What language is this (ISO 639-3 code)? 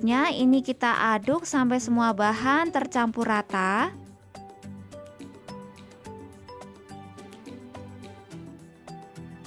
ind